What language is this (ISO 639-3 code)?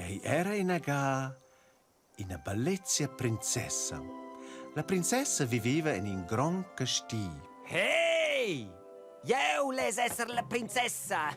roh